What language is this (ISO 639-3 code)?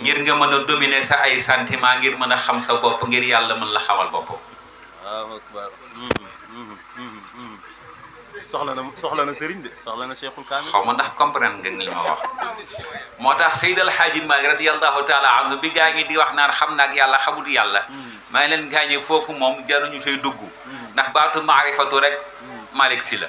wol